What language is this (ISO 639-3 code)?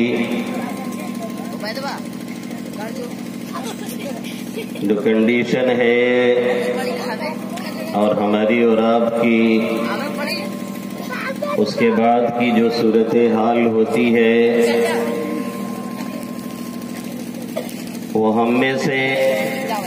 urd